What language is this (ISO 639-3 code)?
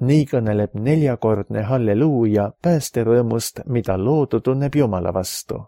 est